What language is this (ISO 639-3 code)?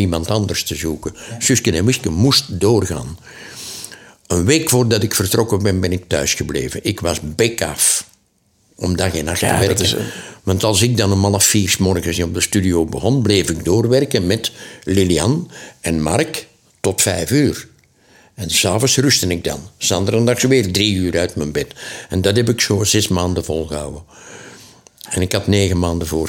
nld